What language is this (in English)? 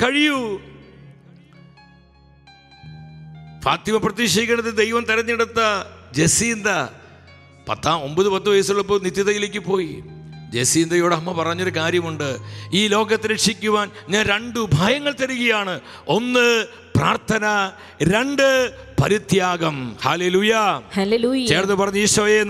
Malayalam